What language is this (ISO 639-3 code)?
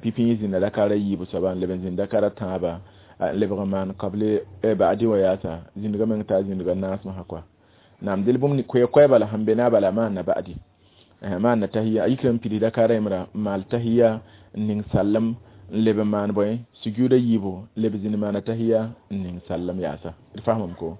mos